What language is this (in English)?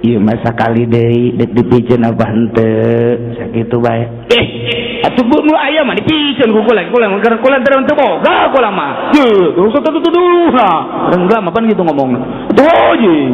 Sundanese